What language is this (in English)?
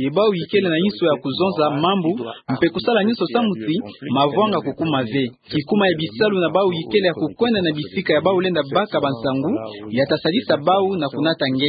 Kituba (Democratic Republic of Congo)